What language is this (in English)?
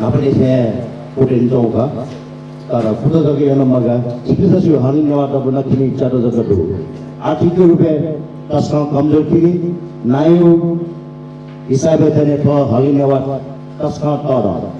Newari